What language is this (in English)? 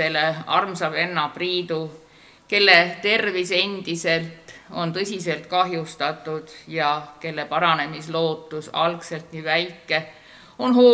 Estonian